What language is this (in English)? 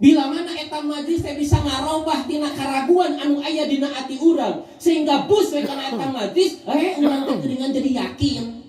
Sundanese